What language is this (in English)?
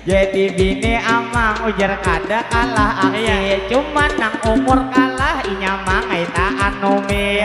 Banjar